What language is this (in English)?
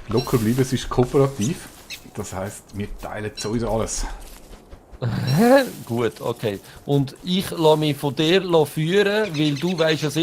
Swiss German